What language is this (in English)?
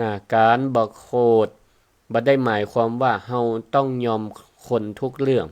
Northern Thai